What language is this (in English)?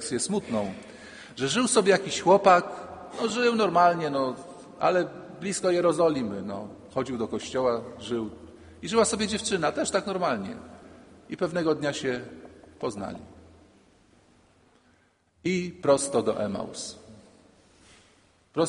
Polish